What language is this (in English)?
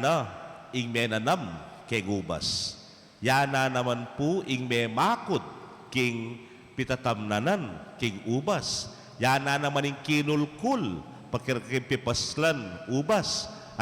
Pampanga